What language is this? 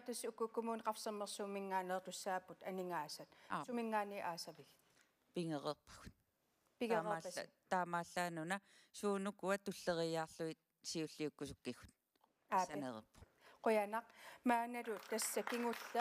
Kalaallisut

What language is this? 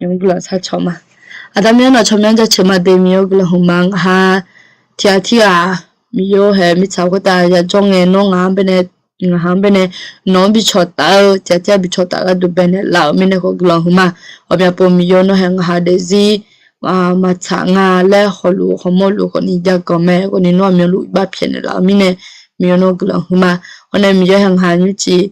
Akha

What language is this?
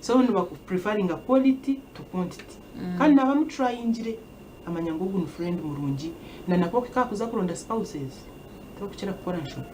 Nyankole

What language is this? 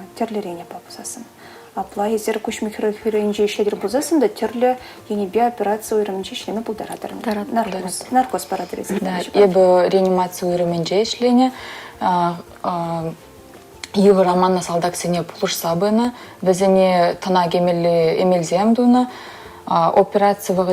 Chuvash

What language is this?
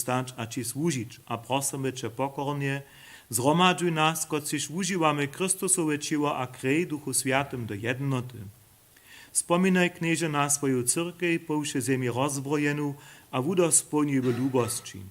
Upper Sorbian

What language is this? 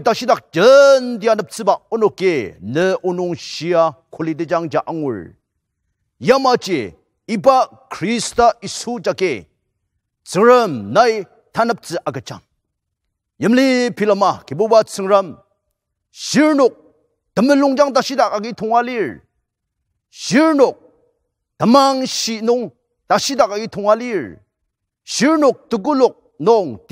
Ao Naga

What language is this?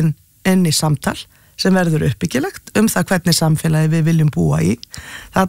Icelandic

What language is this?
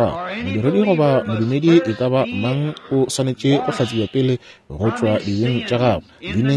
Northern Sotho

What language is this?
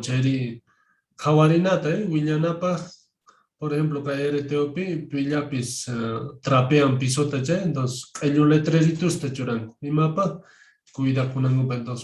Quechua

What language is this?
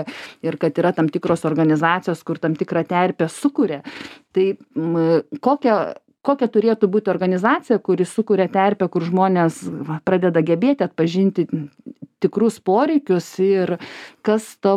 Lithuanian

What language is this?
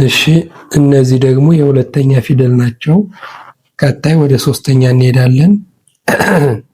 Amharic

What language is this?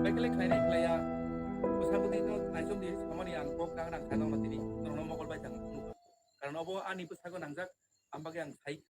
Kok Borok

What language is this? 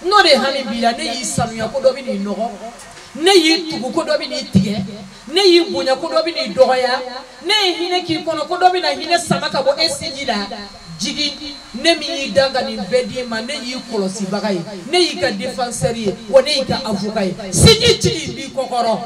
Bambara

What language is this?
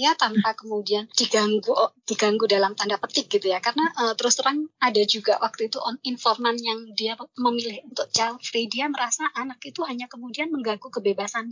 Indonesian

